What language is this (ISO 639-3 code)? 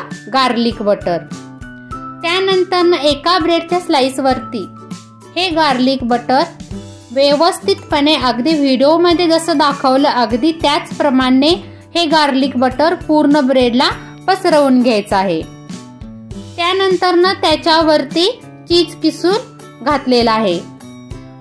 mar